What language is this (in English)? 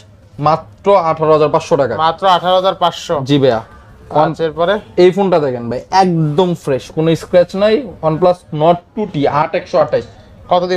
Bangla